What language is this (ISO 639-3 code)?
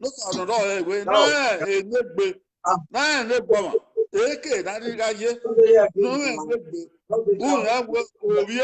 bin